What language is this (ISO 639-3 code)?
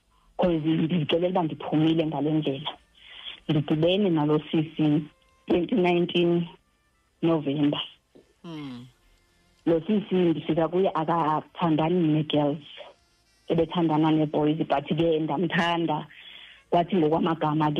xho